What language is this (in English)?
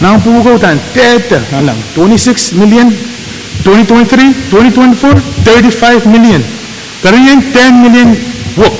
Pohnpeian